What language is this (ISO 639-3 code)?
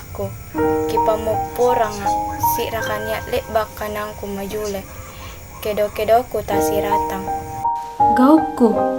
mak